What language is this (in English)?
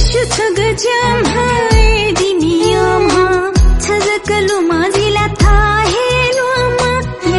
Newari